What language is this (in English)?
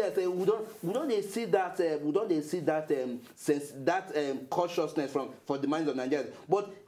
Nigerian Pidgin